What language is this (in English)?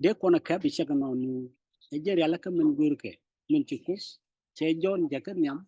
Nuer